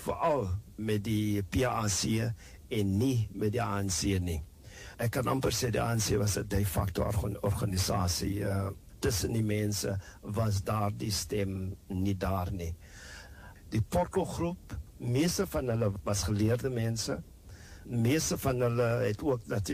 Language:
Afrikaans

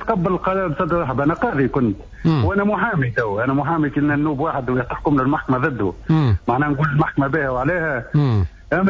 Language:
Tunisian Arabic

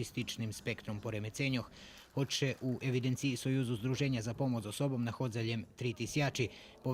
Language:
Rusyn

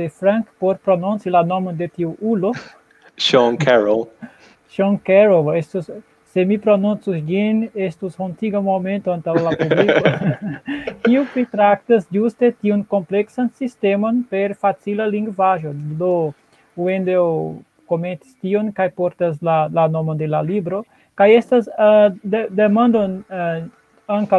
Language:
Esperanto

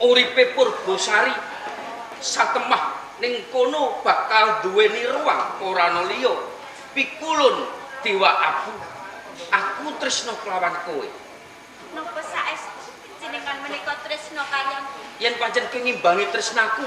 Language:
Javanese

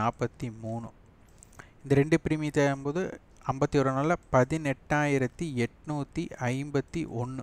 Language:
Tamil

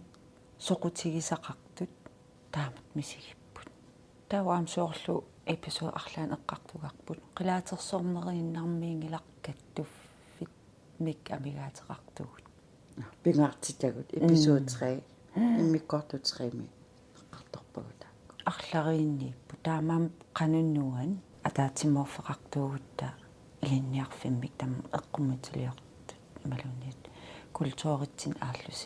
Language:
Kalaallisut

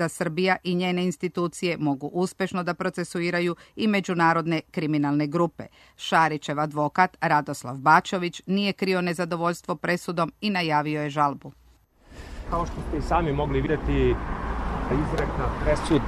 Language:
Serbian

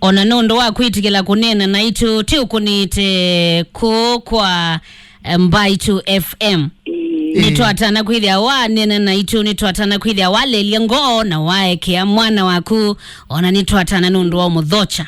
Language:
Kamba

